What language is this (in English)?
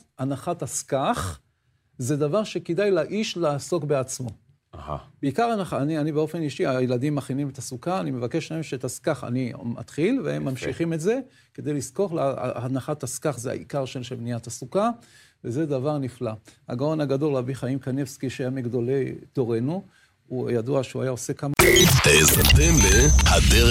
Hebrew